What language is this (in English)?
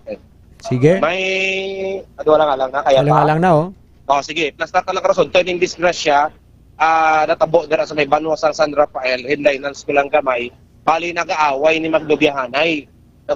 Hiligaynon